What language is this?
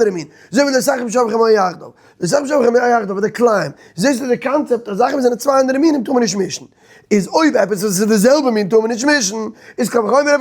Yiddish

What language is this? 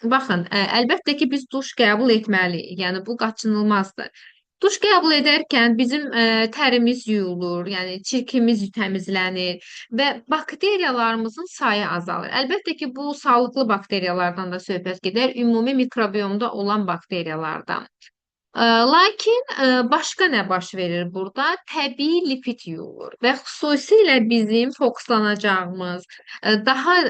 Azerbaijani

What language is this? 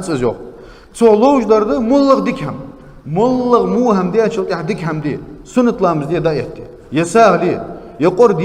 Ingush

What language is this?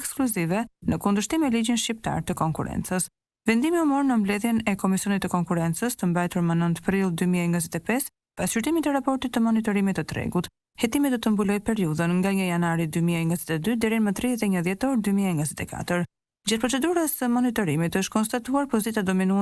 Albanian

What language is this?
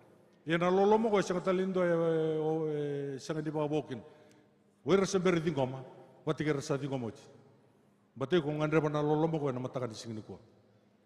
Fijian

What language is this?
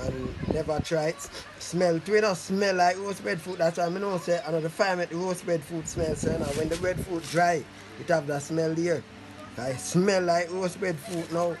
Jamaican Creole English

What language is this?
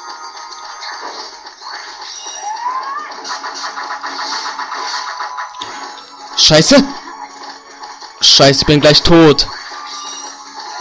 German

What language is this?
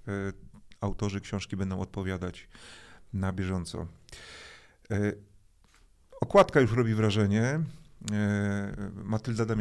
Polish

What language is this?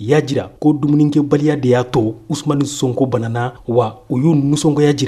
Bambara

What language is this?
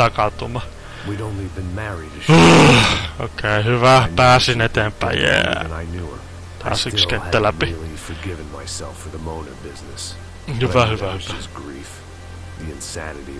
Finnish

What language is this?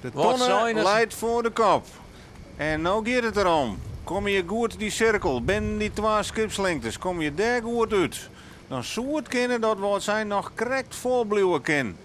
Western Frisian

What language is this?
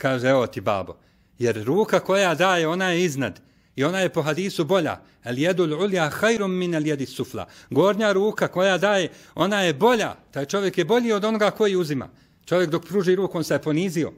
Bosnian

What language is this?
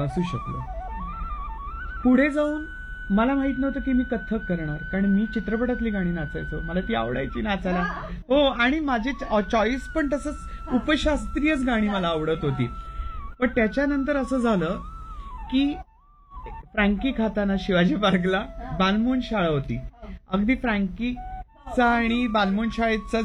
Marathi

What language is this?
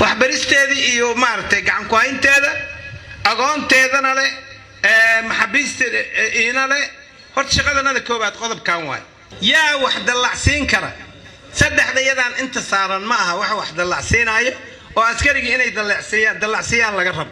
Somali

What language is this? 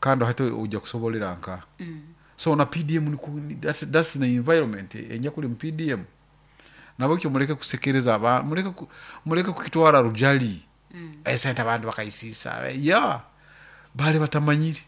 Nyoro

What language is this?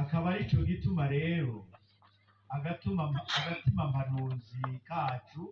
Rundi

